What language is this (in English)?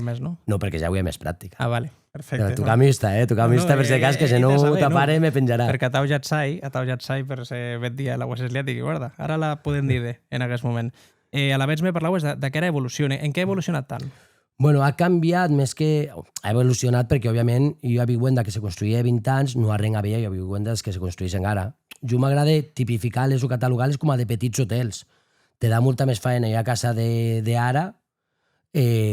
Occitan